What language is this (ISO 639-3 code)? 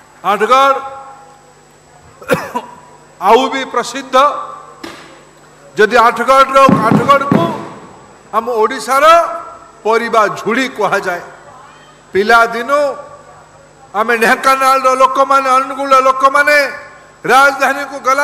ori